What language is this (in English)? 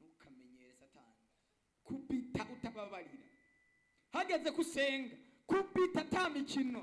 Rundi